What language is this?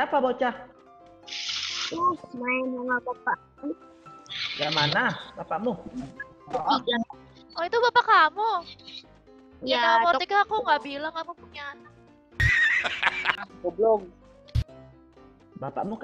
Indonesian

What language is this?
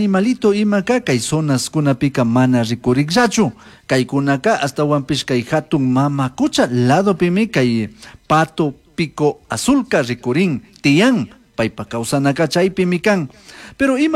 Chimborazo Highland Quichua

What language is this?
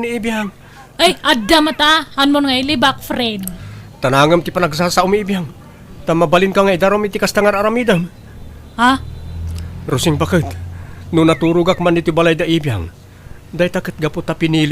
Iloko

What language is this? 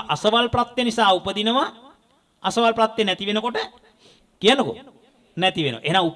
Sinhala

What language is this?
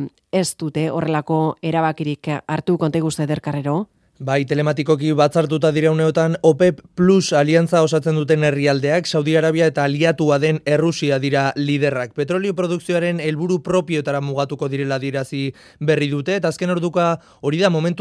Basque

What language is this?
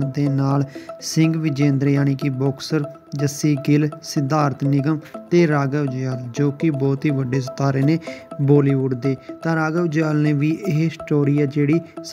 Punjabi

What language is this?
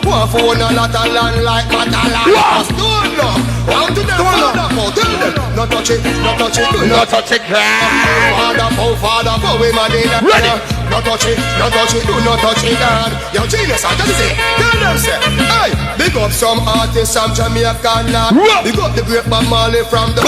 Jamaican Creole English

